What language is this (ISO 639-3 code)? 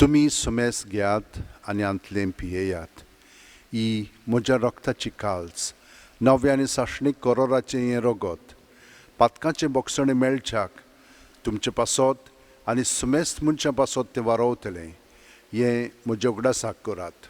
kok